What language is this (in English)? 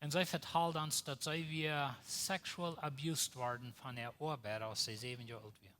Plautdietsch